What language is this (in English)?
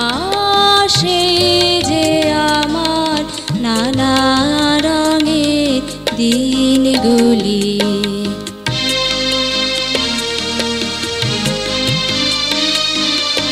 Bangla